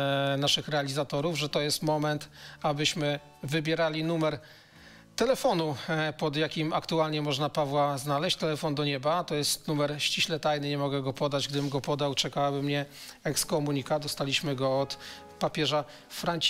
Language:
Polish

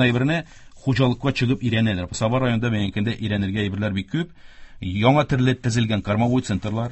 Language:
Tatar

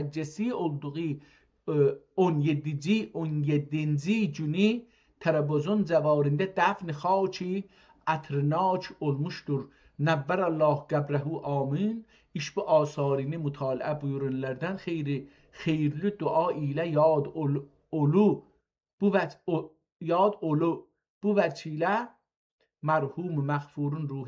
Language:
South Azerbaijani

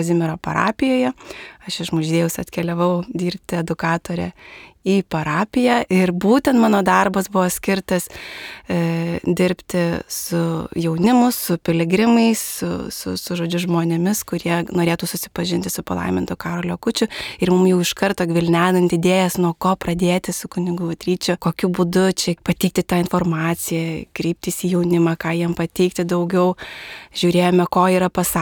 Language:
Lithuanian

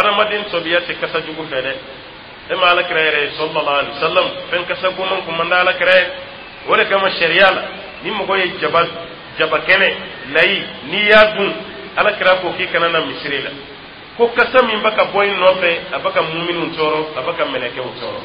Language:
Dyula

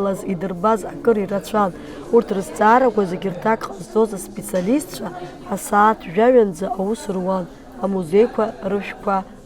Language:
Abkhazian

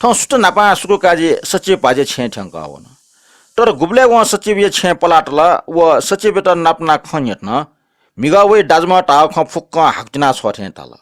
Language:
Newari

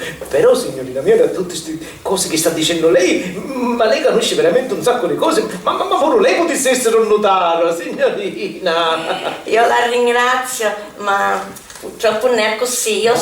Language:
Sicilian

